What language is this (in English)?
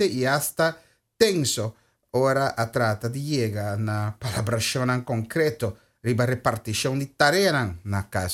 Papiamento